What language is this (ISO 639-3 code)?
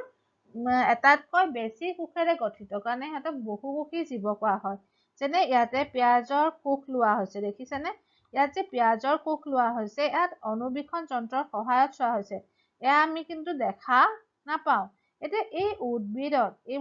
asm